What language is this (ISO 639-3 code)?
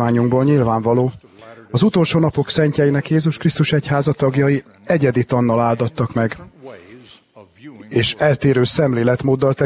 hun